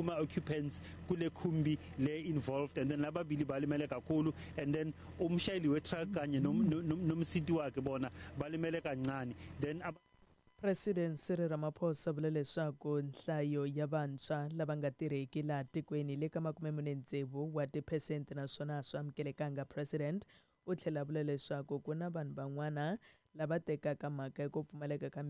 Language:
Tsonga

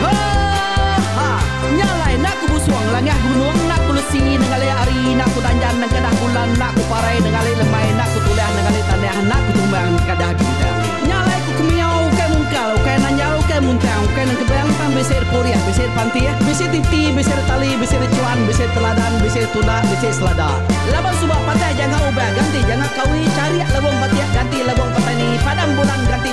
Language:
Iban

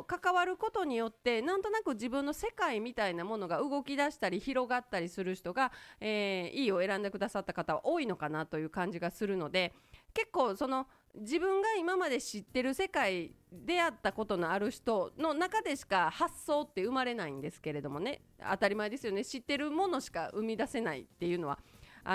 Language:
Japanese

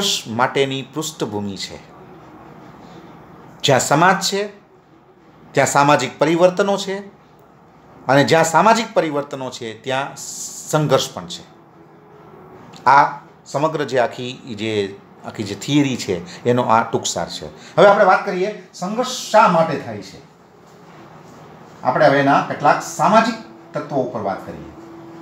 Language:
Gujarati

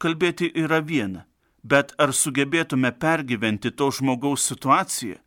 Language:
Lithuanian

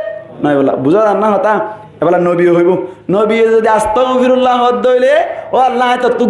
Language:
Rohingya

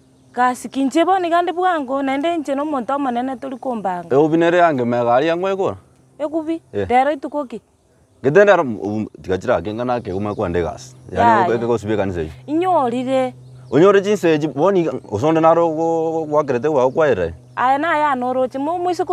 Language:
Gusii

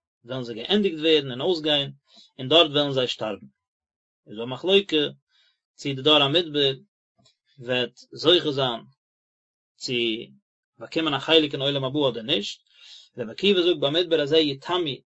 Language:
Yiddish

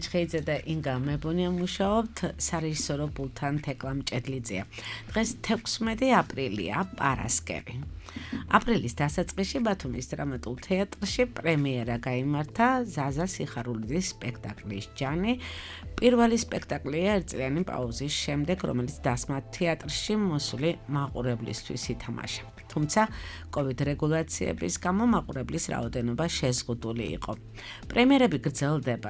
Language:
Georgian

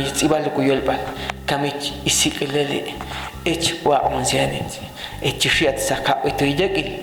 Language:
Ixil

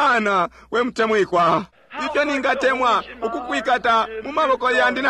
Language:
Bemba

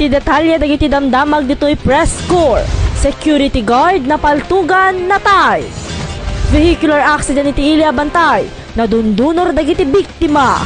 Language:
Iloko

